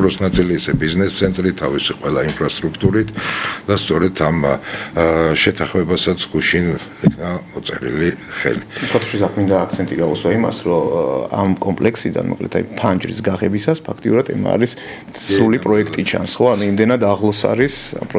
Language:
Georgian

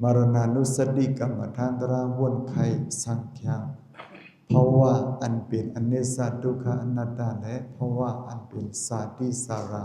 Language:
Shan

